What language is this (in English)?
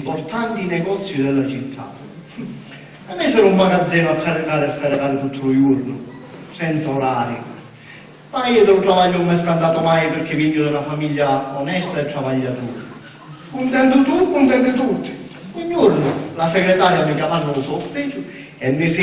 Sicilian